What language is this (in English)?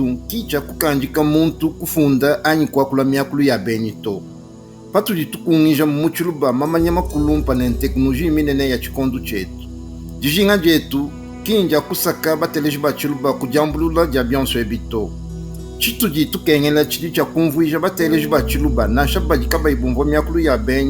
Luba-Lulua